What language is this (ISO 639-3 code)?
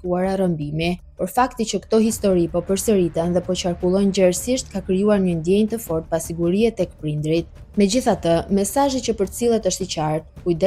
sqi